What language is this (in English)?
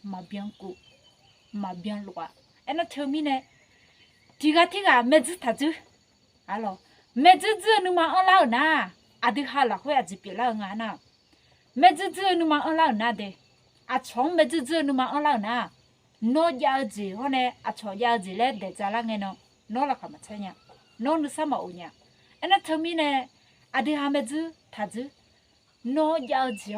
Akha